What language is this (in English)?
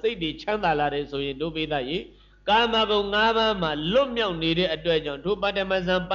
Burmese